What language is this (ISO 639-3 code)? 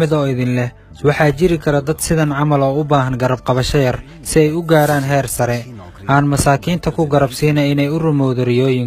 som